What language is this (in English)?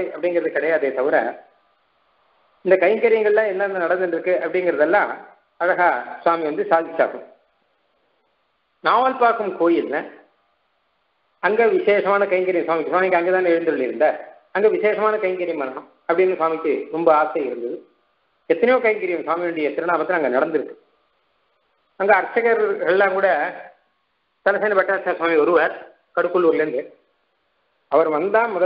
Tamil